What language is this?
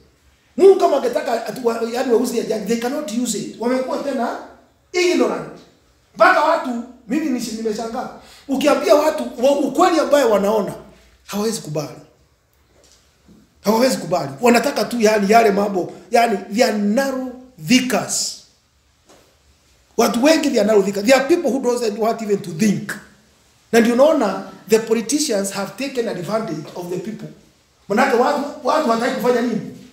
Swahili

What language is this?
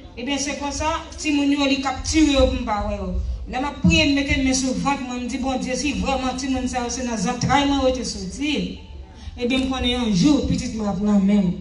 Haitian Creole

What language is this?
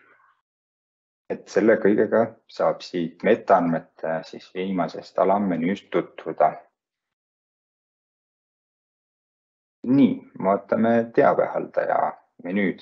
Estonian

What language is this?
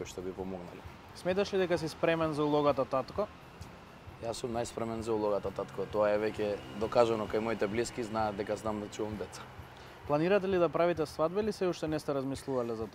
Macedonian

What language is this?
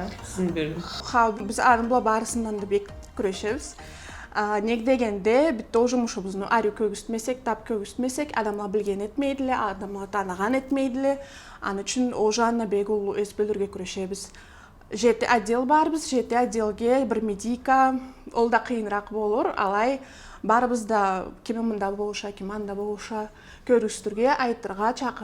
Karachay-Balkar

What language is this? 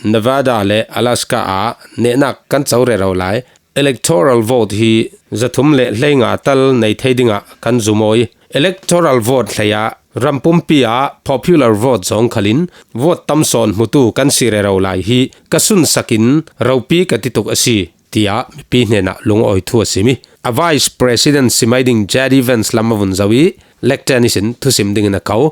Falam Chin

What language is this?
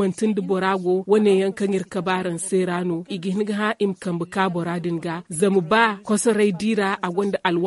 Zarma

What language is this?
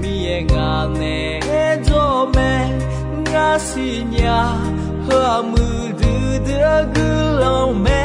Akha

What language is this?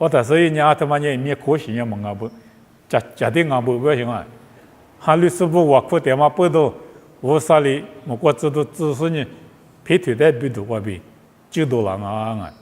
Lisu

